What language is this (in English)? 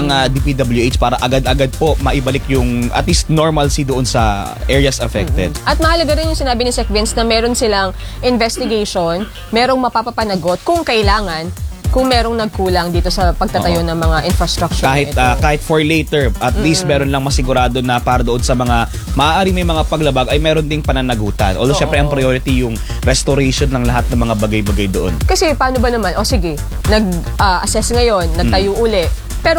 Filipino